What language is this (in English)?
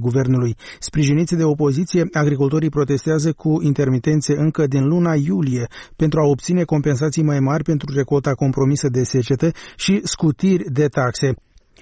Romanian